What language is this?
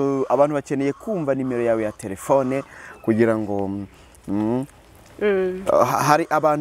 Kinyarwanda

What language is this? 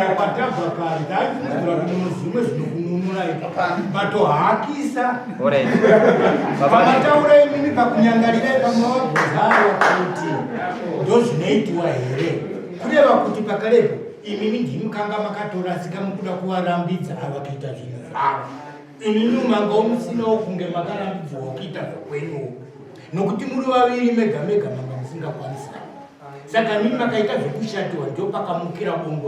Shona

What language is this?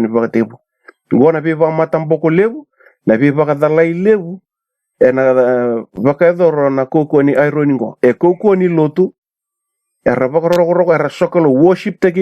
Fijian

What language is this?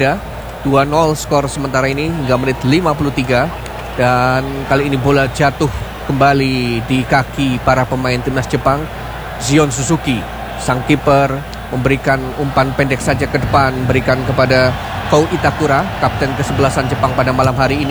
Indonesian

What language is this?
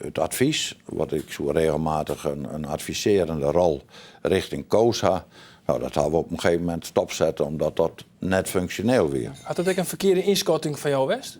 Western Frisian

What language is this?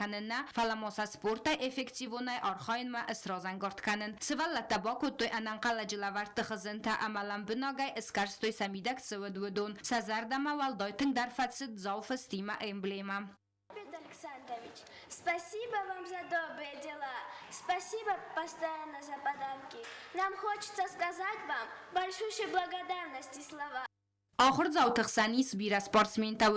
Ossetic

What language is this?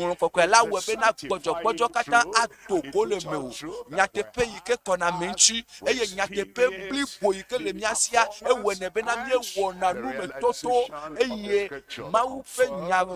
Ewe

